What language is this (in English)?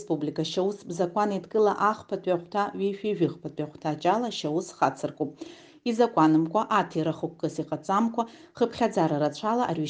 Abkhazian